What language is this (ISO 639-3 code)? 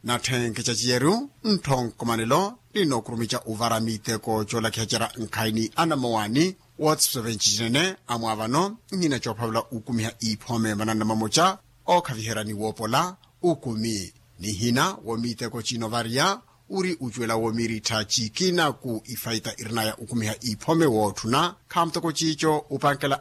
vmw